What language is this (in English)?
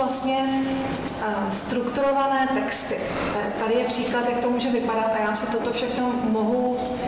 Czech